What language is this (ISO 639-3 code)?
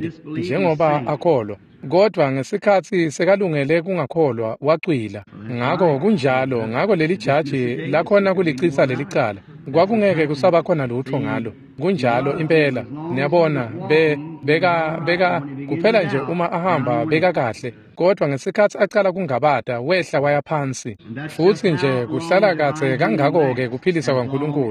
ssw